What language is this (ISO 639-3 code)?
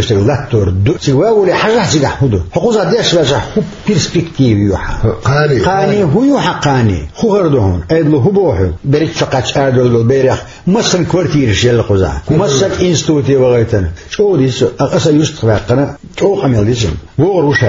che